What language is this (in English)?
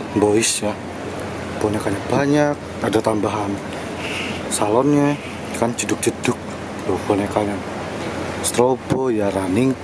Indonesian